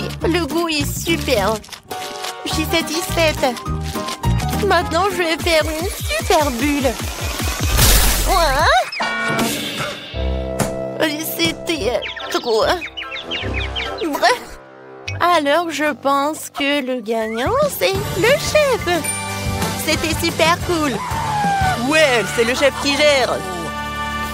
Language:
French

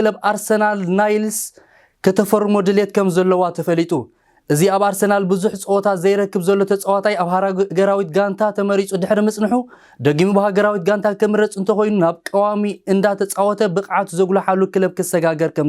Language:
Tigrinya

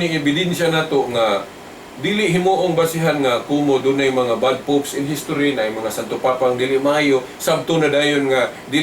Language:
Cebuano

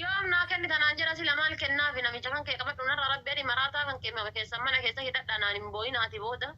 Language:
Oromo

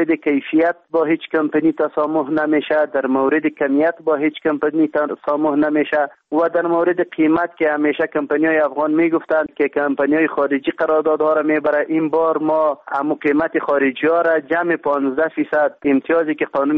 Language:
Persian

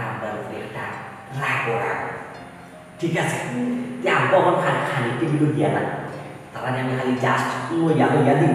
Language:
Sylheti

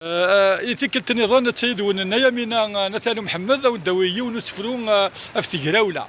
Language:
Kabyle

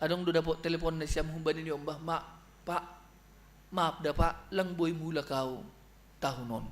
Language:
Batak Simalungun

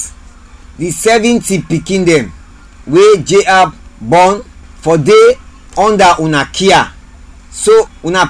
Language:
Krio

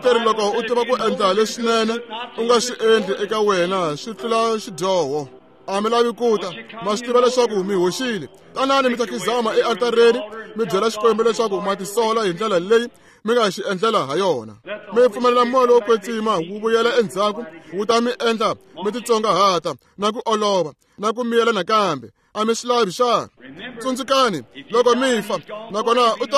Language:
Tsonga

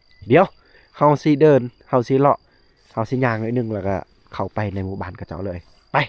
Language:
Lao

